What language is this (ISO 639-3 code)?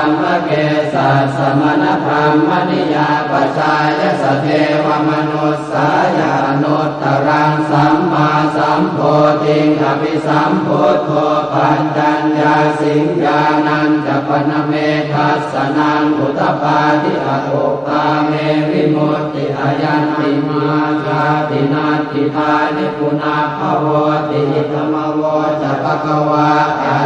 pli